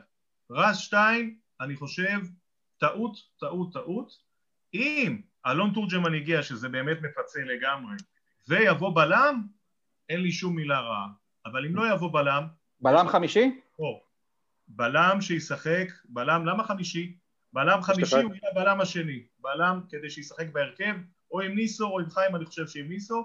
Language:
Hebrew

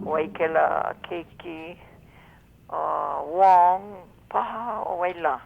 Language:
Hawaiian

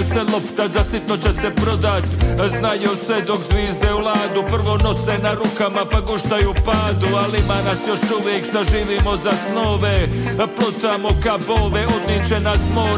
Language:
Croatian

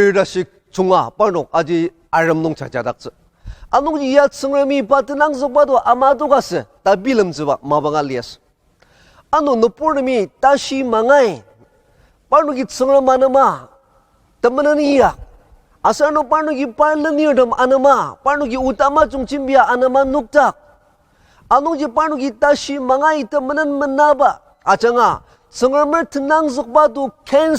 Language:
Ao Naga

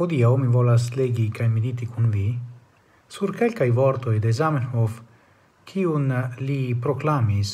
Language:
Esperanto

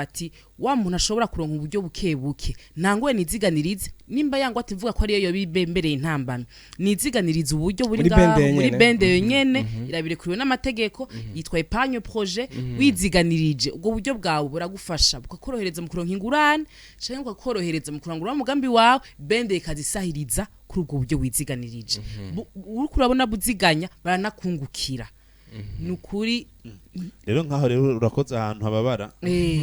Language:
Rundi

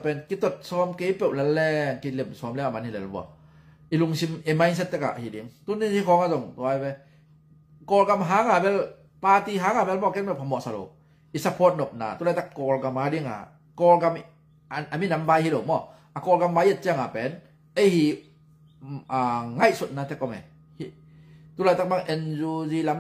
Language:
Tedim Chin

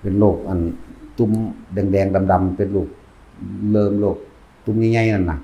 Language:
Northeastern Thai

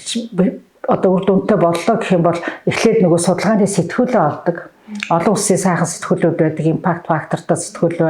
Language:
Mongolian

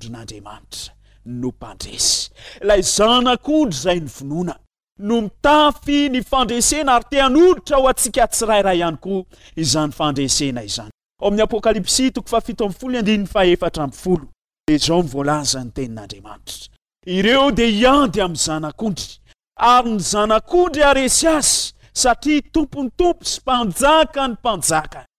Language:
Malagasy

